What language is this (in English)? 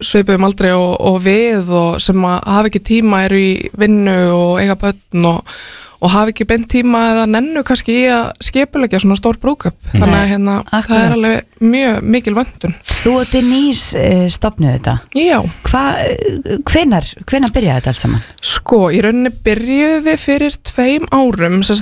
Icelandic